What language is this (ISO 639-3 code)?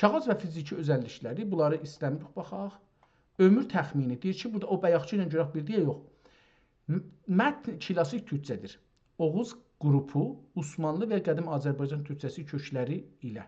azb